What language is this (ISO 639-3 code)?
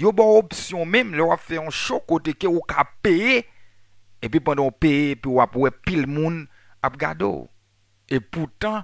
hat